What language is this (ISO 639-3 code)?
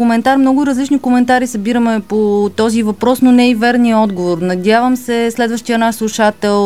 bul